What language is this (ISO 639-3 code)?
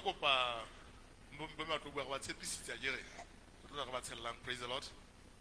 sot